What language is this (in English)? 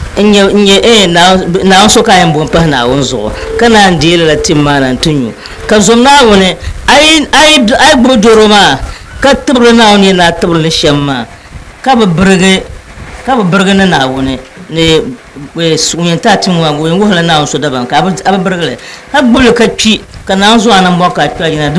Dagbani